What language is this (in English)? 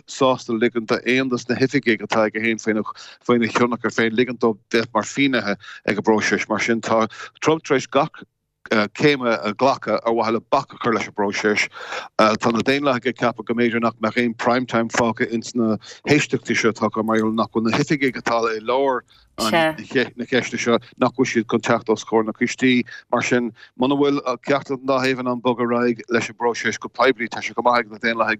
Irish